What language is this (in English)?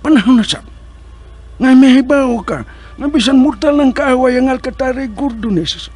Cebuano